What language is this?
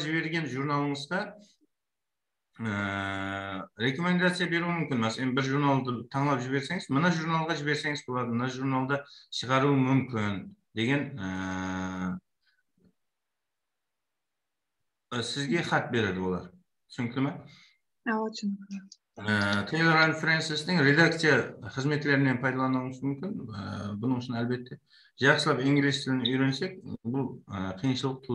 Kara-Kalpak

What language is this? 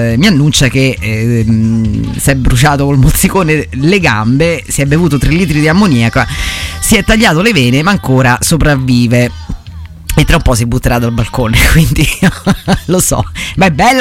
Italian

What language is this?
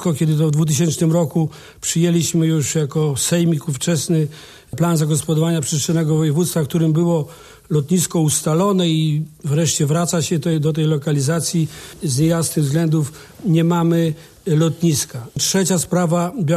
Polish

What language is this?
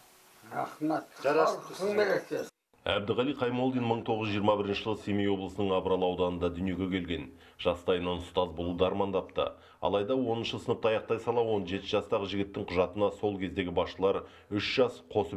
Kazakh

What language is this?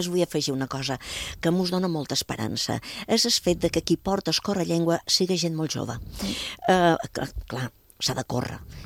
Catalan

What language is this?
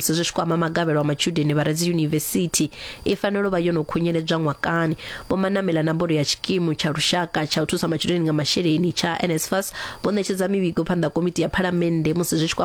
Venda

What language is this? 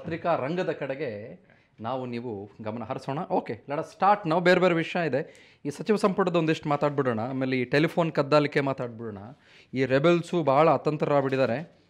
Kannada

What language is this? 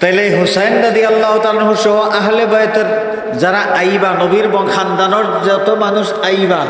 Sylheti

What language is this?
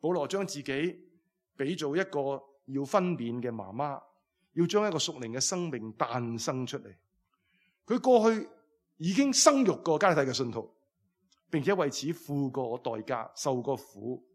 Cantonese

